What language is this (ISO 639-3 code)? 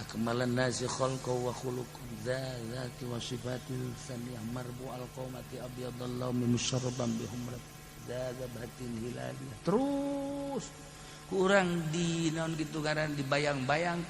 sun